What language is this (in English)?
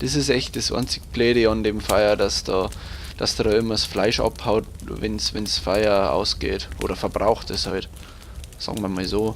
Bavarian